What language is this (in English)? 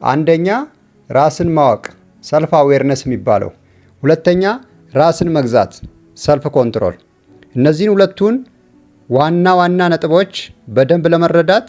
Amharic